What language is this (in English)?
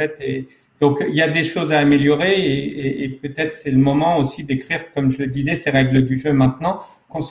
French